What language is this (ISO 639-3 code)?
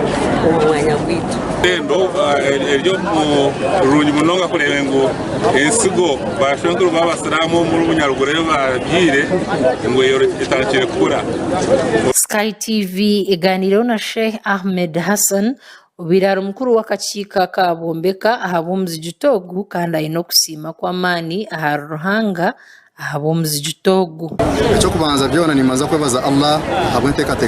nyn